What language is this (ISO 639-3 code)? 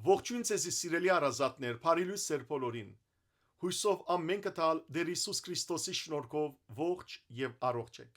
hyw